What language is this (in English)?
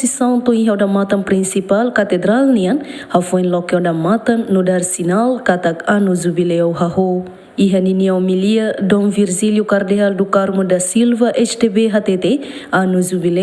Tetum